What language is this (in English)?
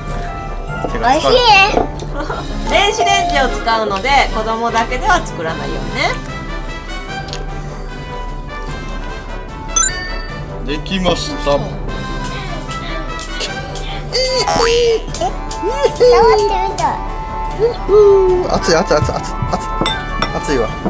Japanese